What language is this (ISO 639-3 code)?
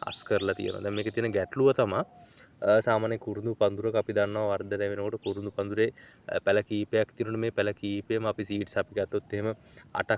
sin